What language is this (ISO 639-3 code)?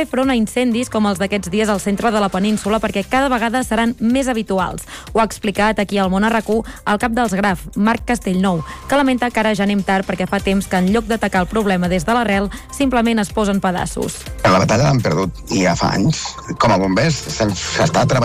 cat